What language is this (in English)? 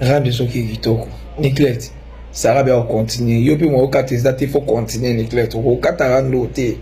Lingala